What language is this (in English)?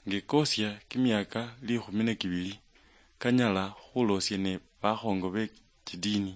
Luyia